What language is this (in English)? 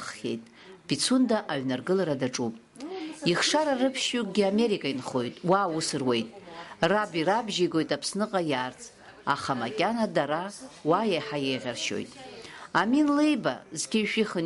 Abkhazian